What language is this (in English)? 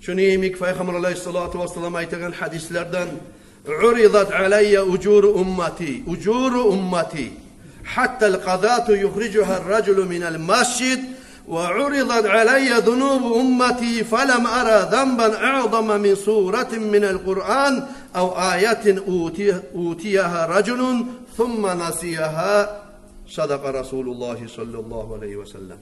Kumyk